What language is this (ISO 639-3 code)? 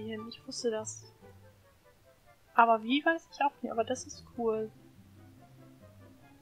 deu